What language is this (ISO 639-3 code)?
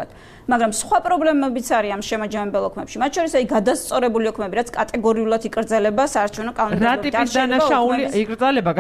kat